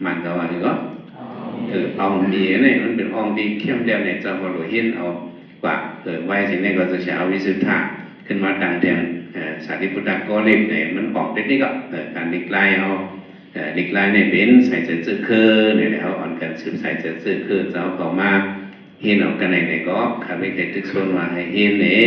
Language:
Shan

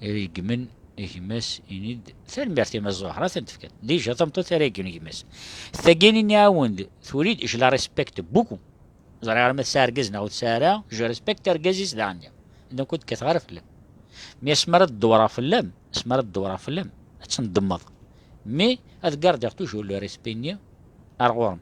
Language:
Kabyle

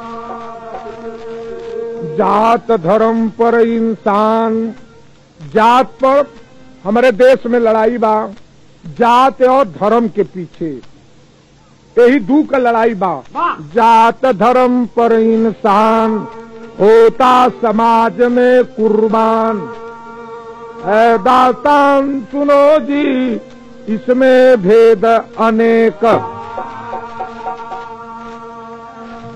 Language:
Bhojpuri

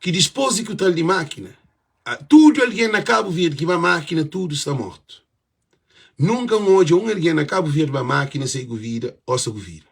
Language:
Kabuverdianu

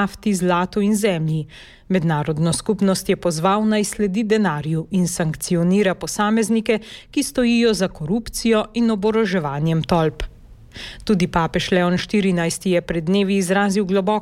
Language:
Slovenian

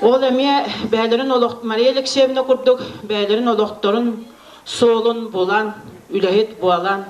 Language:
Yakut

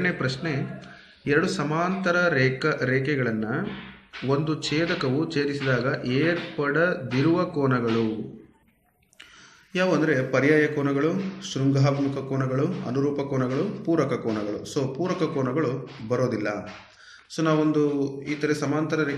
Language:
Kannada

